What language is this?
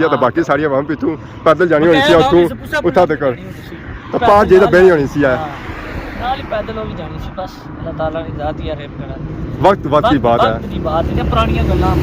Pahari-Potwari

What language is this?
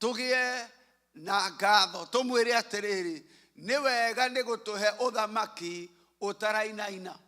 Kikuyu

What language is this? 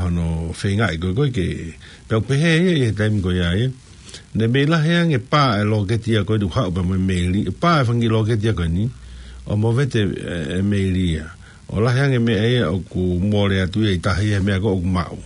Tongan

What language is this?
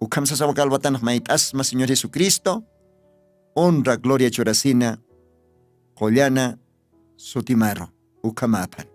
Aymara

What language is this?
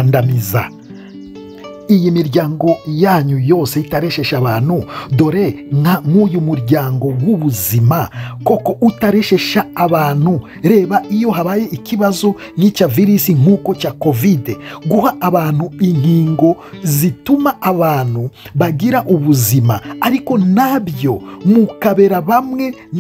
Kinyarwanda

